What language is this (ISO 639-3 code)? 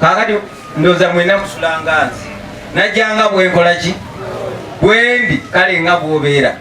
lug